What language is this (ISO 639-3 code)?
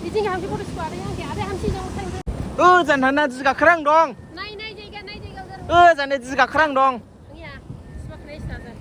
dis